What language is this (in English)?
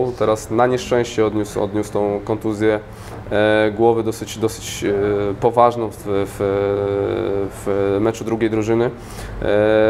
Polish